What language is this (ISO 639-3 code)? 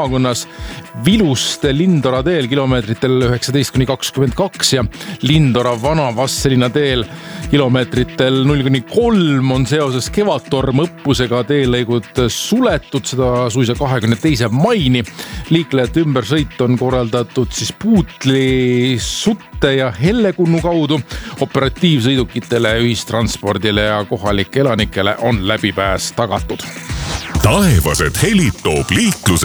est